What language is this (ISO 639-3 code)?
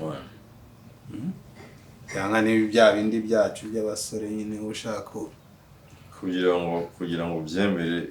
kin